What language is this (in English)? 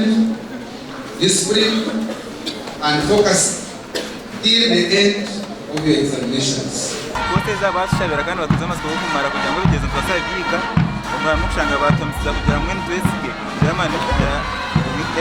Nyankole